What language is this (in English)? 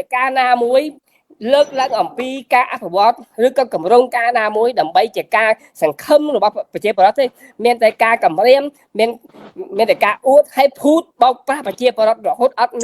Khmer